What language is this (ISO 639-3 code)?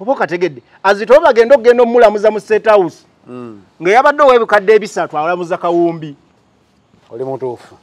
lug